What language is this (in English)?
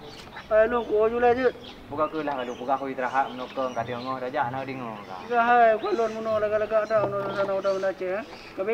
Achinese